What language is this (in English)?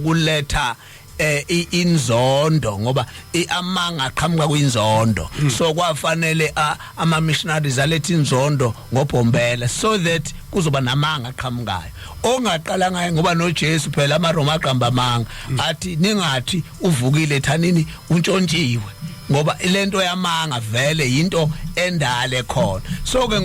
Zulu